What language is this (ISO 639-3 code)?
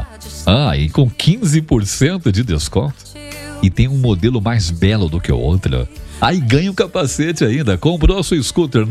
por